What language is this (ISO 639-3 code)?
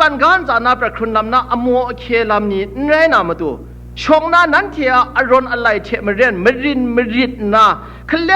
kac